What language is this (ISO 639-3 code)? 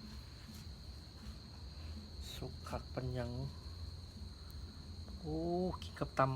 lao